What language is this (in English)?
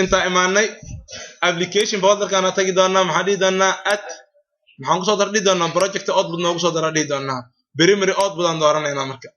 Somali